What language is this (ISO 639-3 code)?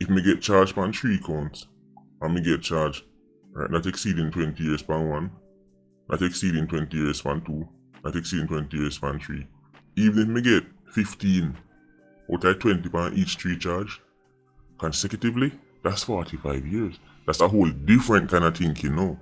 jam